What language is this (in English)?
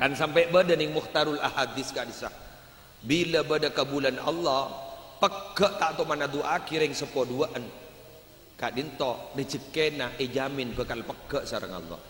Madurese